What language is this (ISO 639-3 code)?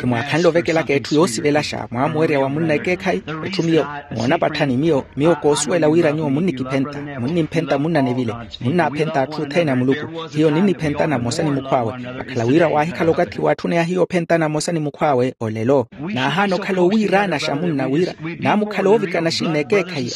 vmw